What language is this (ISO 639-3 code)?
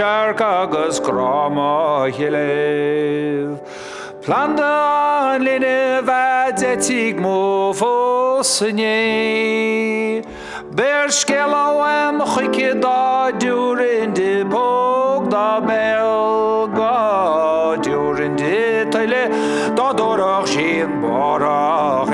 gle